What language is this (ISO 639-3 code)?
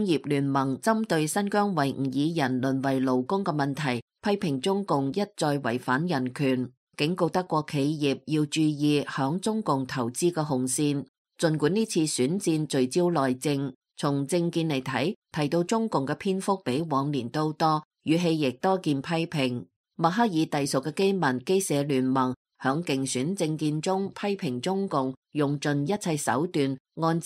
yue